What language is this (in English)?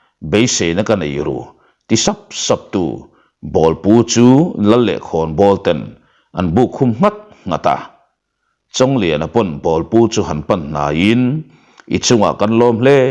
Mizo